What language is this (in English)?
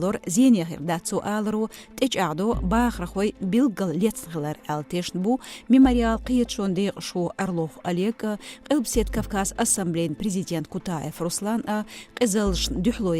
Chechen